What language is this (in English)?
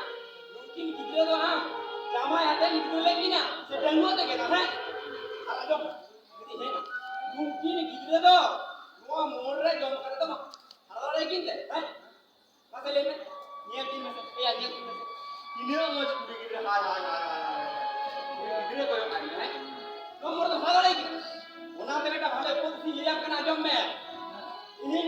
Santali